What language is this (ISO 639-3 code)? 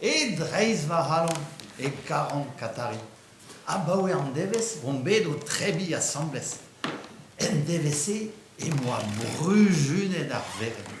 bre